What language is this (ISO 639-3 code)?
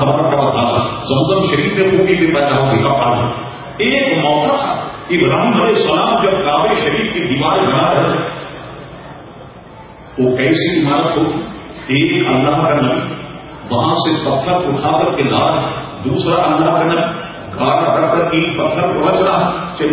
urd